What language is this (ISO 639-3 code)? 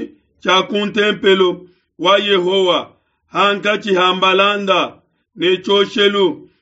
lua